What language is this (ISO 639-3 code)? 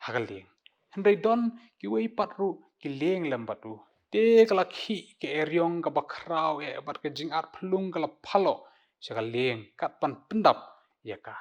kha